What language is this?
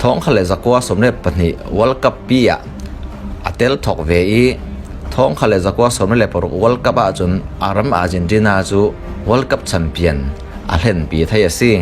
Falam Chin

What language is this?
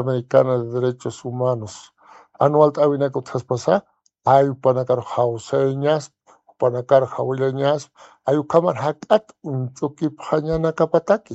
Aymara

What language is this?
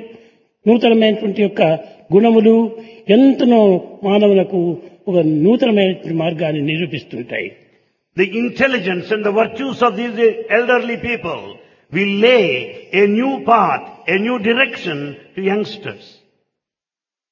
Telugu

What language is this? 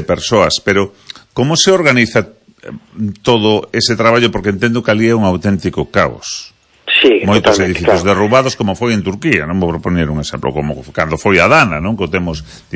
Galician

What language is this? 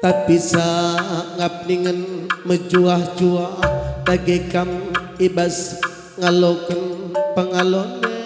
Batak Karo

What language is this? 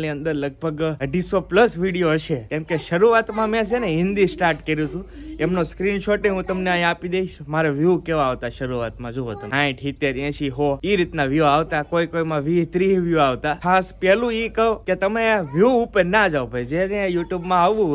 Gujarati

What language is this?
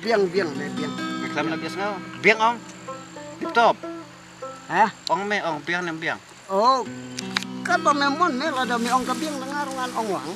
Khasi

